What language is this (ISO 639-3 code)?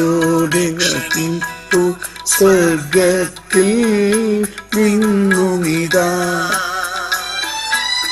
mal